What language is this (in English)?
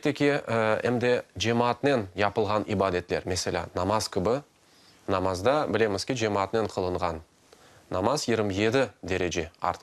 Crimean Tatar